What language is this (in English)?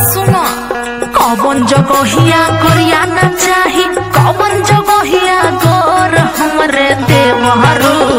Bhojpuri